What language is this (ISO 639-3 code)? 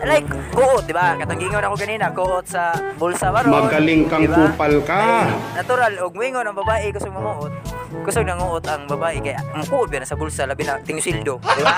ceb